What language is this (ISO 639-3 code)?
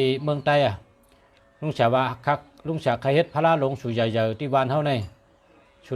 shn